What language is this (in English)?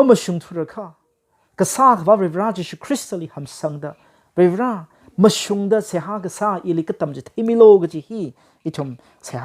Tangkhul Naga (India)